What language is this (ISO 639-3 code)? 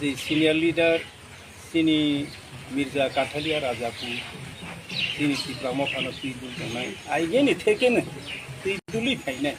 trp